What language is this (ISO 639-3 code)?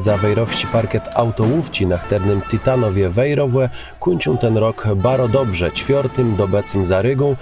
csb